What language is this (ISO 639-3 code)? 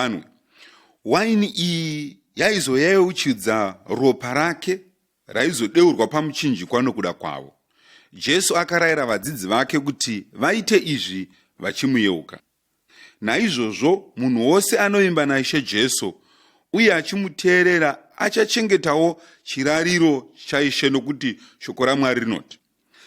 sna